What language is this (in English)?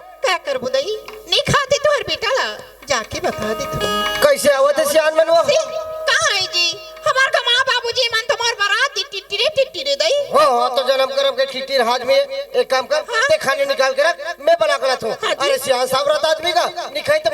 Chhattisgarhi